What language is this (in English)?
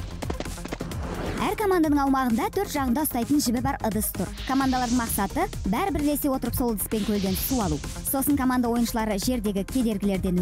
Kazakh